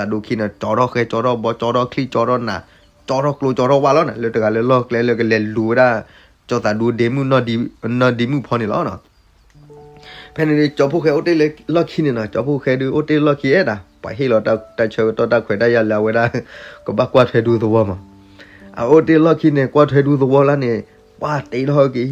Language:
S'gaw Karen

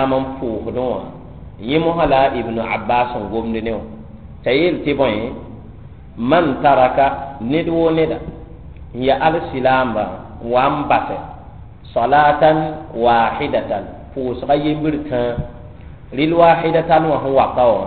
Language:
Mossi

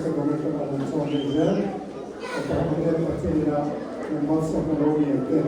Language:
Mizo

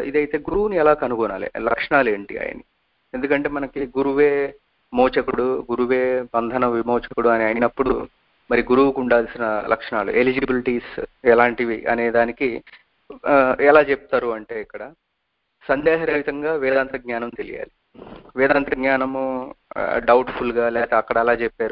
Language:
Telugu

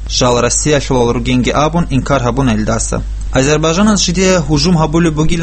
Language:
Avaric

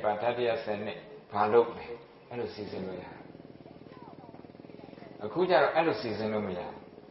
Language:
Burmese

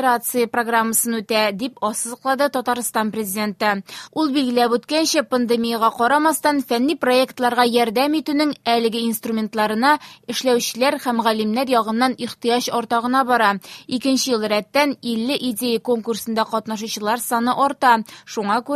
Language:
Tatar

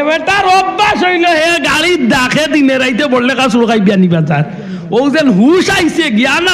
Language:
Sylheti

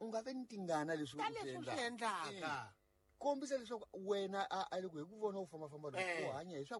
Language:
Tsonga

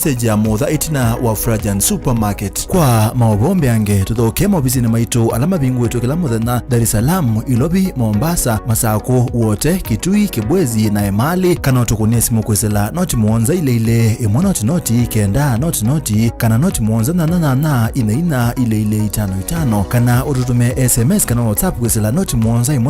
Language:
Kamba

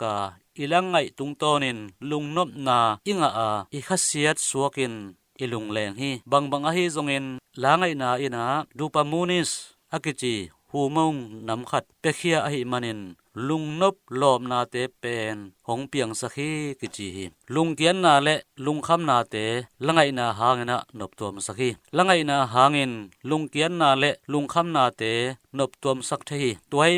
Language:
Tedim Chin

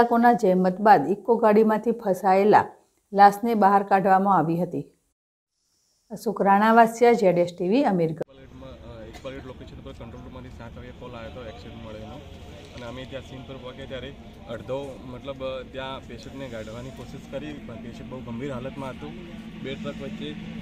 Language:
Gujarati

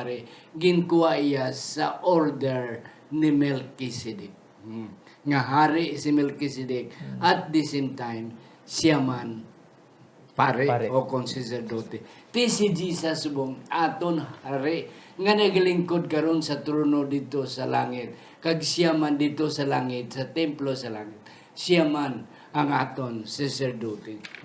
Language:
Hiligaynon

